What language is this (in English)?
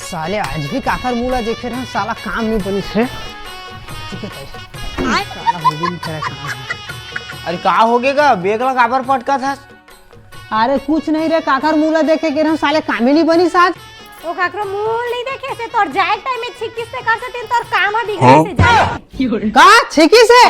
Chhattisgarhi